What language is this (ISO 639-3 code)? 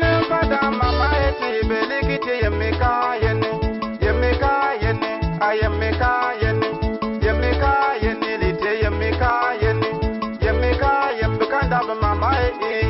bim